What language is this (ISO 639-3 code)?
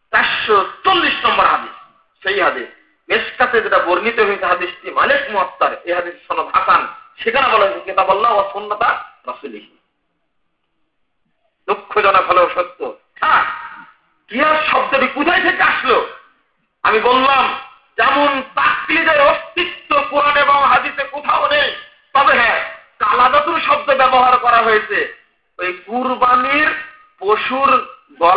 ben